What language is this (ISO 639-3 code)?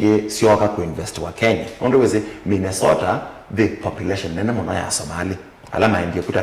kam